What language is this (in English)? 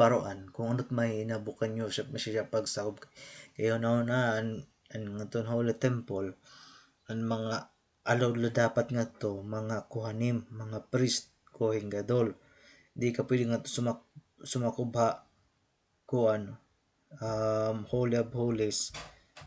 Waray